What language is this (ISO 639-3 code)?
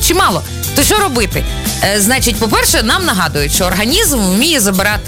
ukr